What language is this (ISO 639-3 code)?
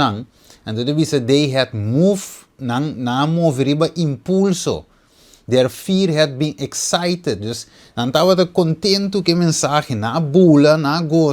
pap